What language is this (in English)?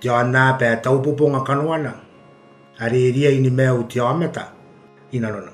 Gilbertese